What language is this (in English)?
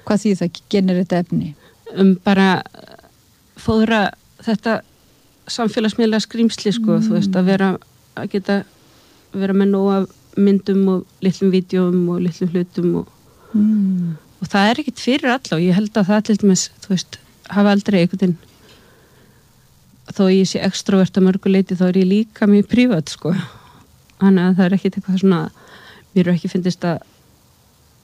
Icelandic